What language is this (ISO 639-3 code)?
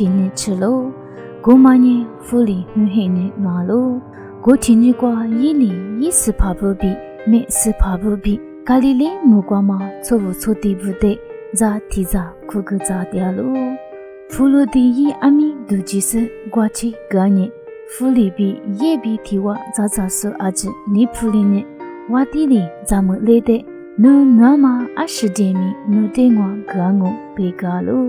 lis